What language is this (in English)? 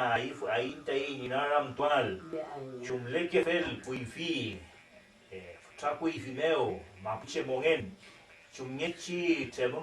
Mapuche